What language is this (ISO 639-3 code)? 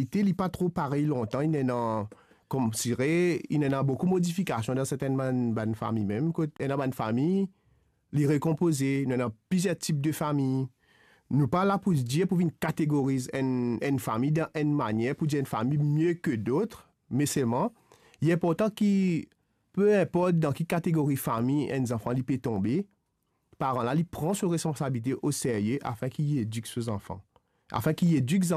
mfe